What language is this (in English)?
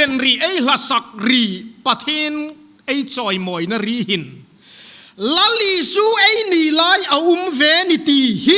Hmar